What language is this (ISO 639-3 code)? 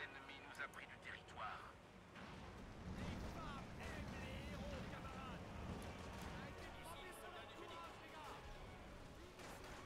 fra